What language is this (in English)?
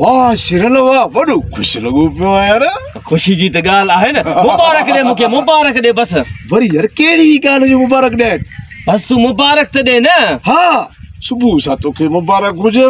Sindhi